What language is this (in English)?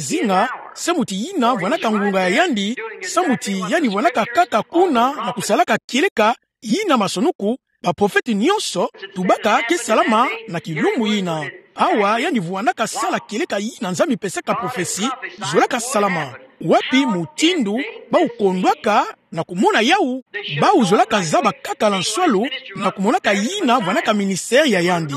Kituba (Democratic Republic of Congo)